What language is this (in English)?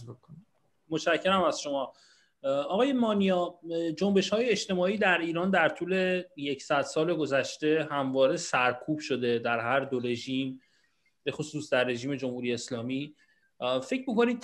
Persian